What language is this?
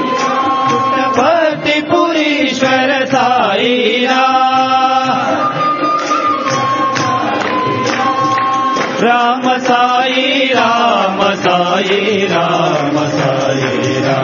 Telugu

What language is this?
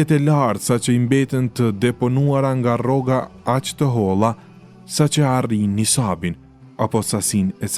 Albanian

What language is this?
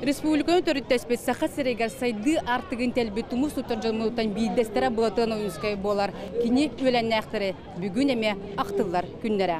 Yakut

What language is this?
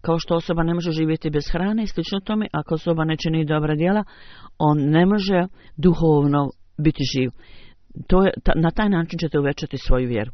Bosnian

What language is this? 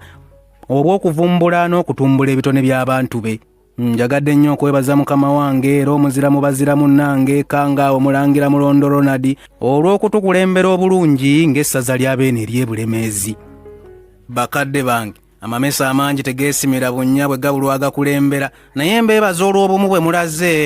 Ganda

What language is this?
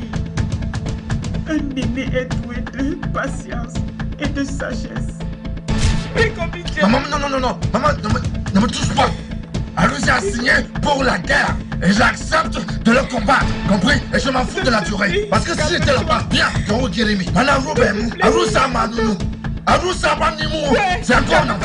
French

